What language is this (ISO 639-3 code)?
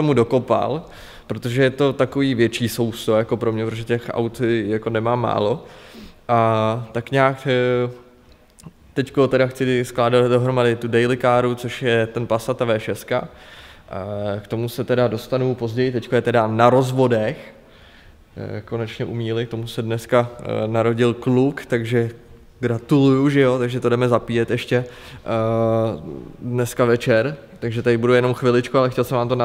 ces